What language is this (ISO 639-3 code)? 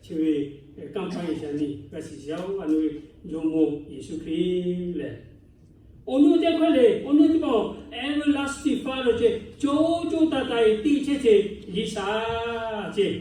lhu